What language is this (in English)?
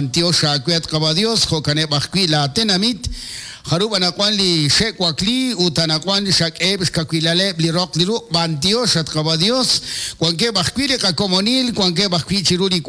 Kekchí